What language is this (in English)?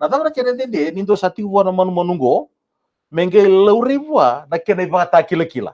Fijian